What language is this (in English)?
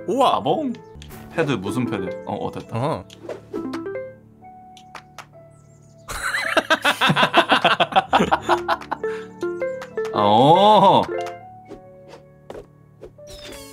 Korean